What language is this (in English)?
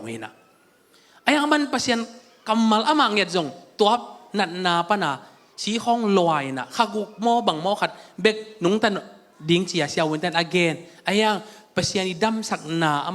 Tedim Chin